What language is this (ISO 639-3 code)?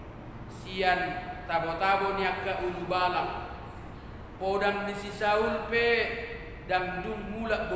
bbc